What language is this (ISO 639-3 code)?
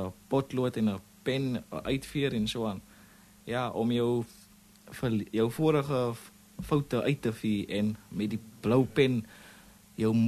afr